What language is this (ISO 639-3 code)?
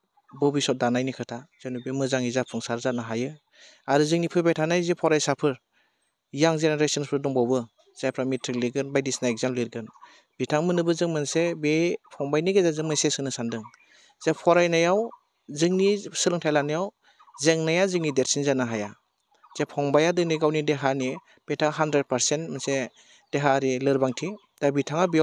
brx